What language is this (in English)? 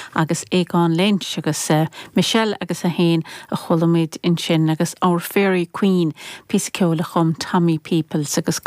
Irish